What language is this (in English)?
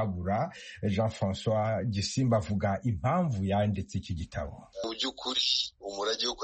Kinyarwanda